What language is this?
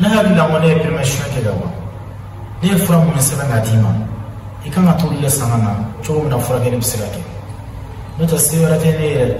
Bambara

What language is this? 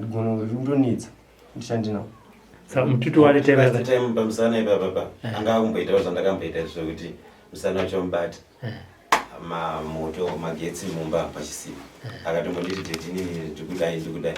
Shona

